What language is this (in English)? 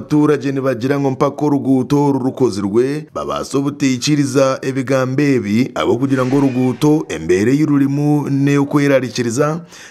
Nyankole